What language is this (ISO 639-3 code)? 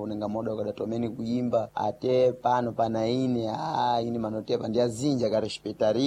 seh